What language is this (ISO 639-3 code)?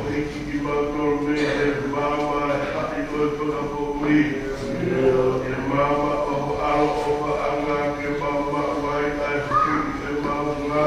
ton